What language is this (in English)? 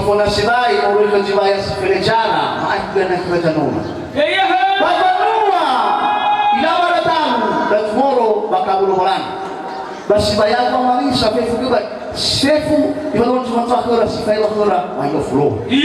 Nias